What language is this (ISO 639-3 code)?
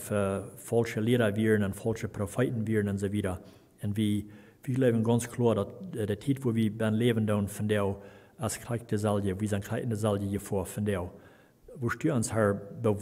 pdt